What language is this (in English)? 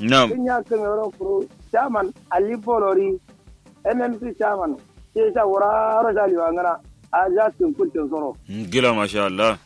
Kanuri